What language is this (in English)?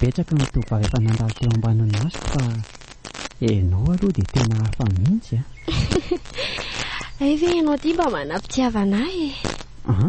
Malagasy